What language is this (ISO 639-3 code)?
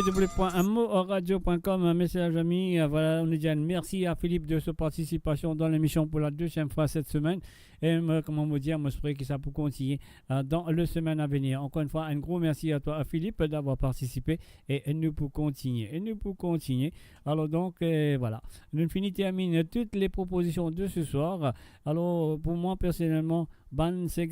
mfe